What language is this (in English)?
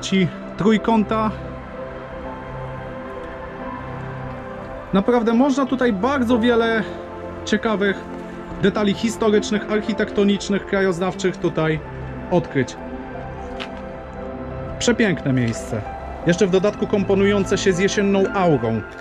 Polish